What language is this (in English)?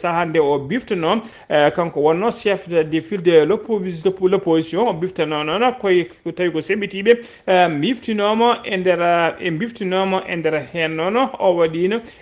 Fula